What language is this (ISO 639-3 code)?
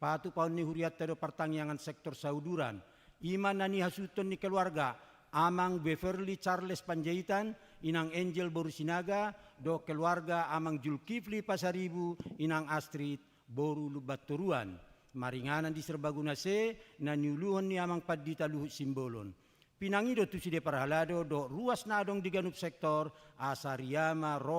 bbc